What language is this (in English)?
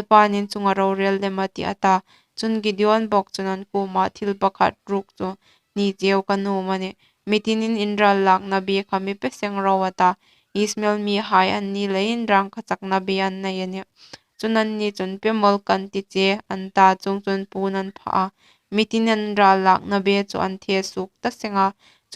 Hmar